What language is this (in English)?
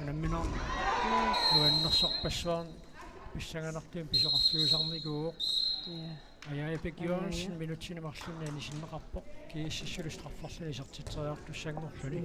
Kalaallisut